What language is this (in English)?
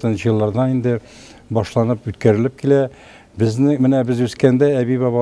Tatar